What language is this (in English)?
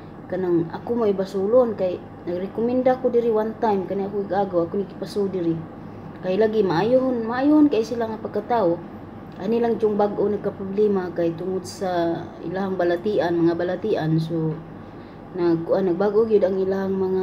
Cebuano